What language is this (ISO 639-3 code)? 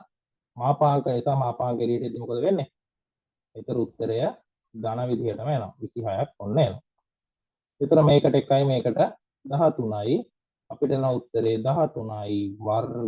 sin